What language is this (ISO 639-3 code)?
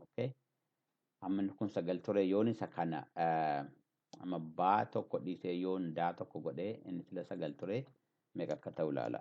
orm